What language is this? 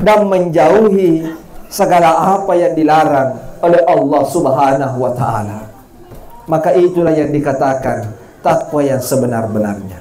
Buginese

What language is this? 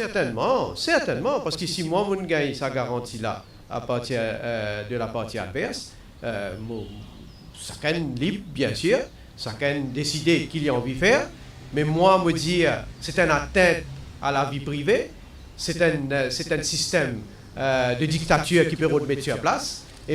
Morisyen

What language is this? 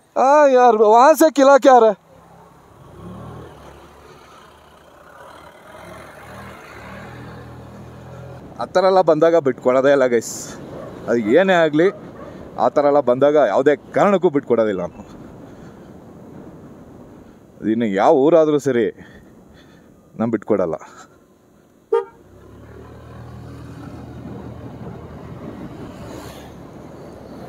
Kannada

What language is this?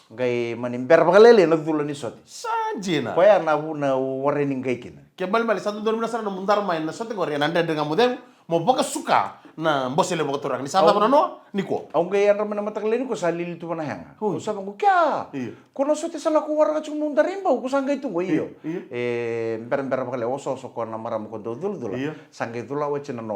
Fijian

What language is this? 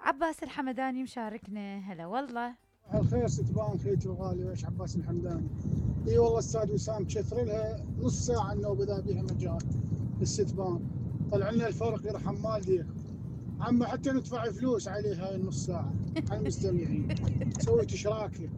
Mesopotamian Arabic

